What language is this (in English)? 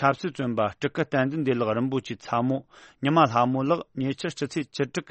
Tibetan